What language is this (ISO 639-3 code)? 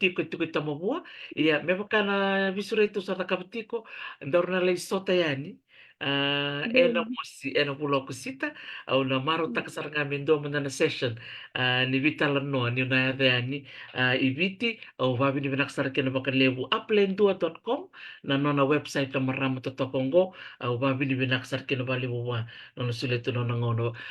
fij